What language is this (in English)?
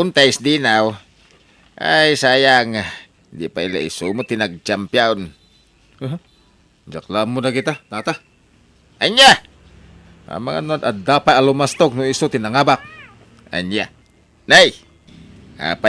Iloko